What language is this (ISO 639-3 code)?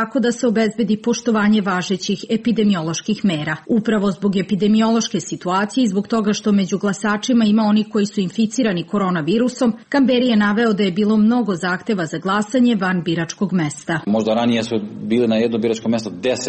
srp